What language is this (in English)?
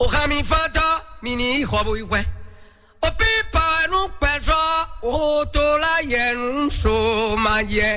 Fon